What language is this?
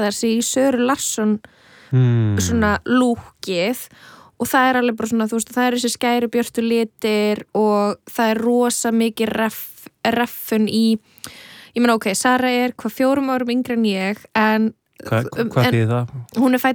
Icelandic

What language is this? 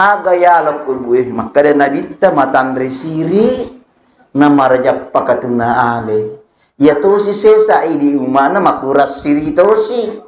Buginese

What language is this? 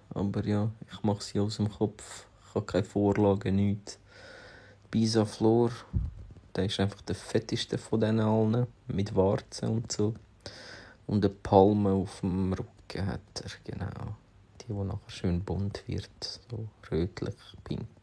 Swiss German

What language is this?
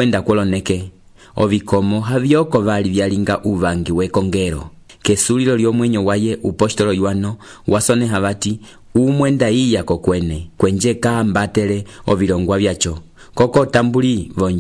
Umbundu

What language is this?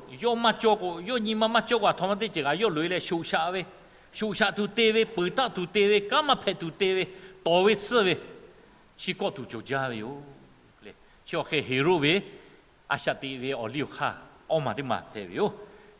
Lahu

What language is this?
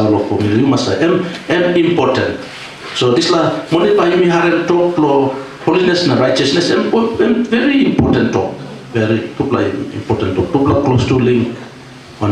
Tok Pisin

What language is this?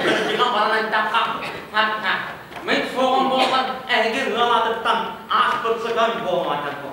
Yakut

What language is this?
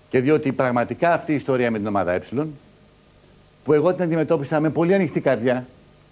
Greek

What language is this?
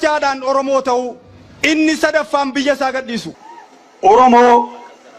Oromo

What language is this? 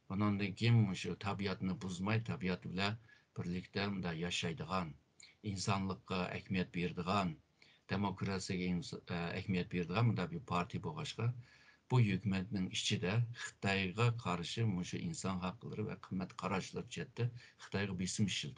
Uyghur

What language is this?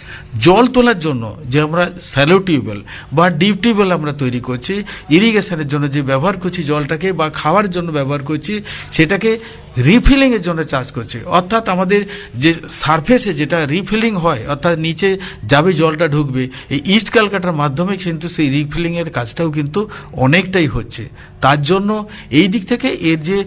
Bangla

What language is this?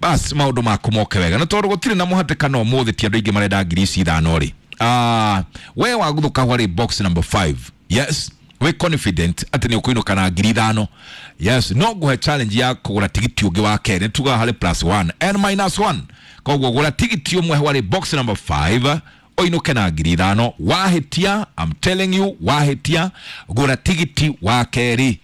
Kikuyu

